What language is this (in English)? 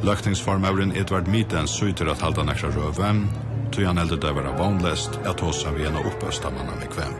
Faroese